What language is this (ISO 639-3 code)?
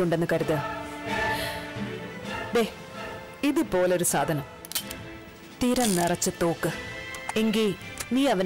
mal